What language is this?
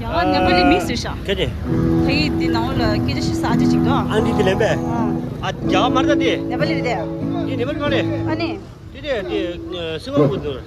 Tibetan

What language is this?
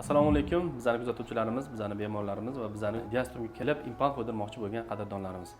Uzbek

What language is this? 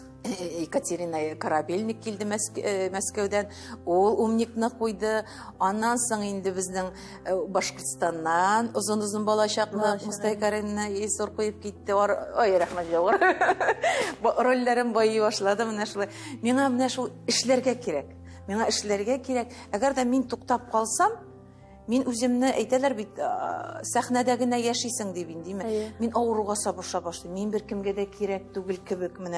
Tatar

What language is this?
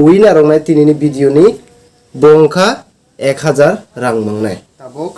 Kok Borok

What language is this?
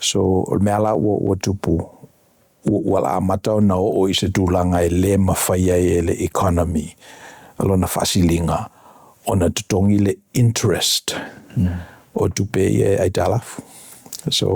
Samoan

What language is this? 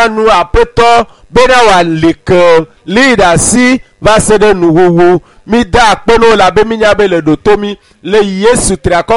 Ewe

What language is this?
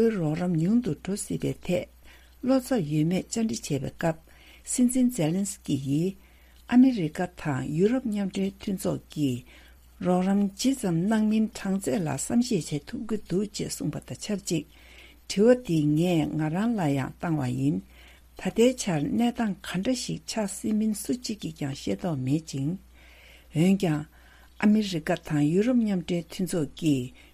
Tibetan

